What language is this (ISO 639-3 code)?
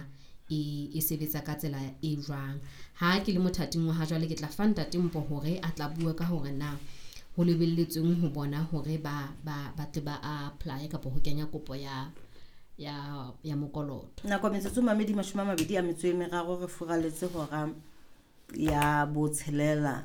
sot